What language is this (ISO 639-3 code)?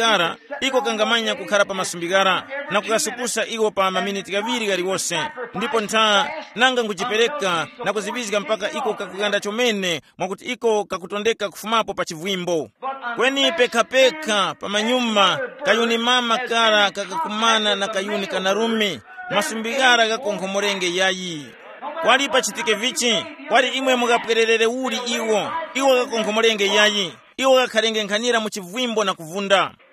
tum